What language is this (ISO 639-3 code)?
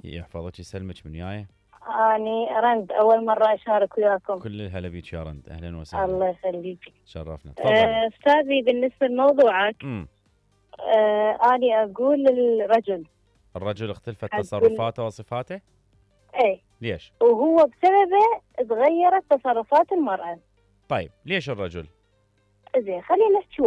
acm